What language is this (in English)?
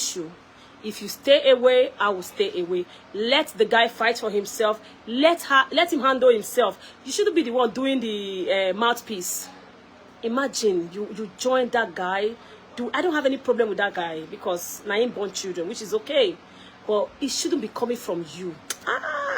Nigerian Pidgin